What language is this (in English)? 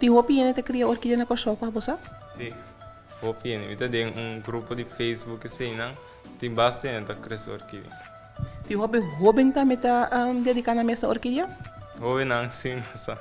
Papiamento